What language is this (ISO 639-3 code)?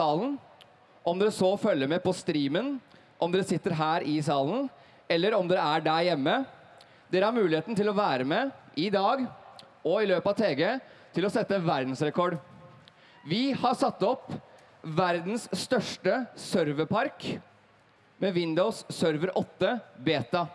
nor